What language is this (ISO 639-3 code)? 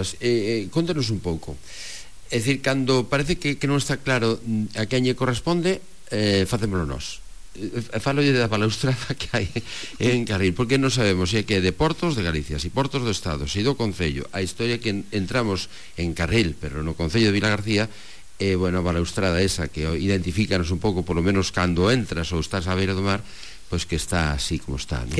glg